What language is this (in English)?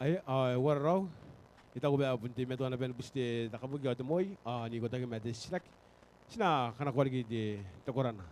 Gilbertese